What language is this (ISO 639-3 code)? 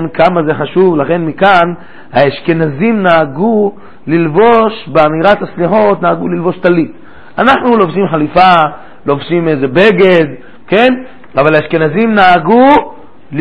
heb